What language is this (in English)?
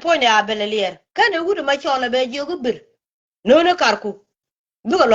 Nuer